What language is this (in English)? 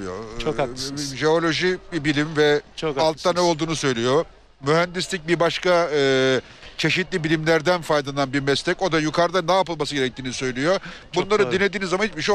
Turkish